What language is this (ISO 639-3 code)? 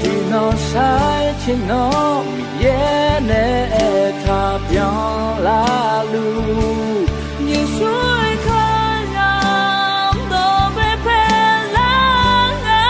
ahk